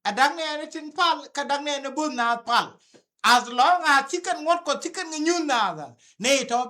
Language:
Nuer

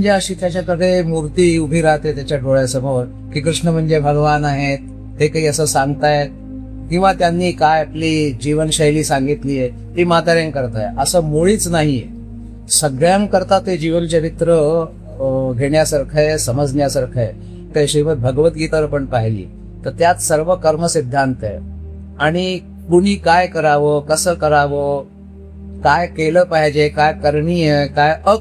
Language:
Marathi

